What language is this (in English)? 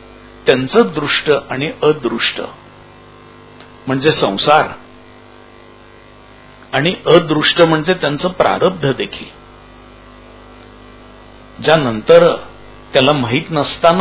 Marathi